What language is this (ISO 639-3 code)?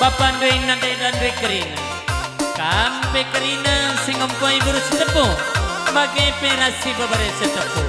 btx